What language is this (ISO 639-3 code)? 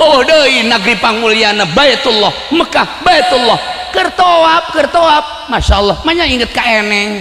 sun